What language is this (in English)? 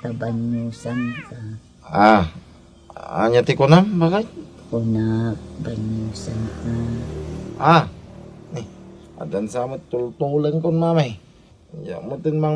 Iloko